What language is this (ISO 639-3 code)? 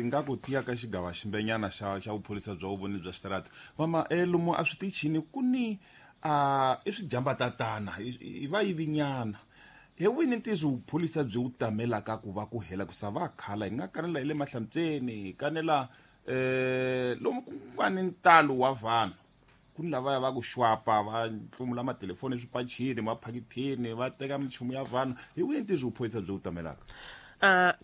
tso